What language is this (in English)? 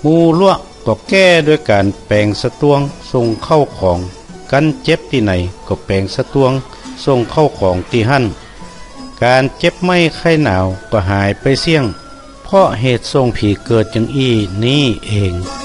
Northern Thai